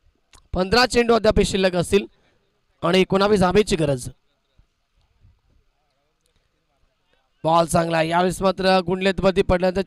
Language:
Marathi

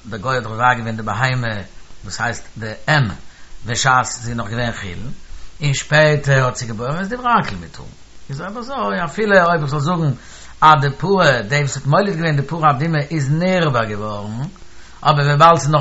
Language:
Yiddish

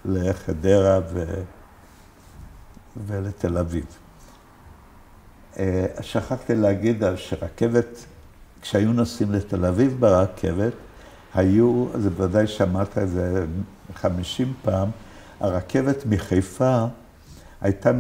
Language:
Hebrew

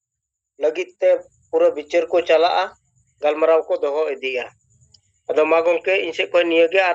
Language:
Santali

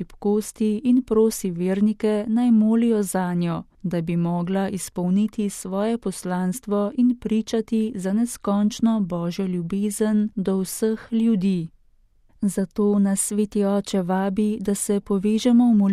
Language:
Slovenian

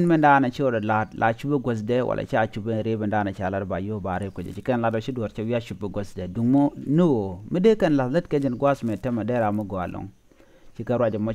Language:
Nuer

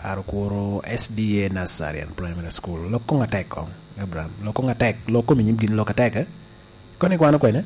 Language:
Lango (Uganda)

